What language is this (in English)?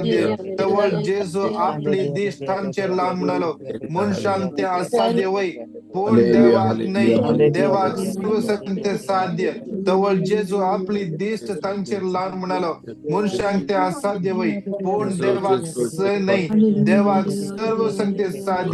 Konkani